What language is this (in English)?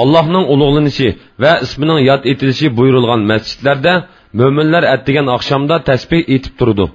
Uyghur